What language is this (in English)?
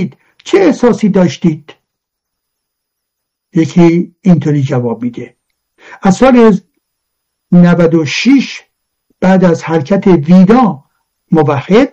Persian